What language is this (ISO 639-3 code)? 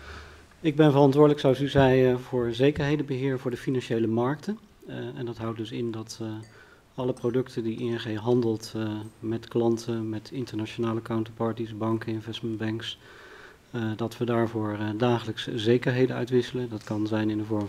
nld